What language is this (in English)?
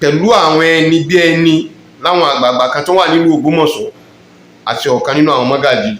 Yoruba